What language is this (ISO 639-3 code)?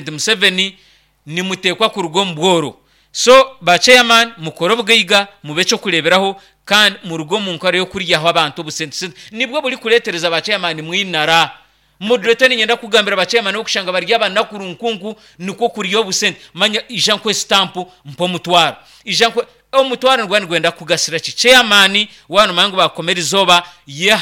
nyn